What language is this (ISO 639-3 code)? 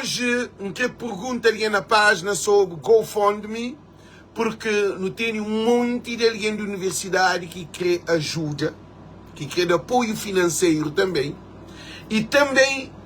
kea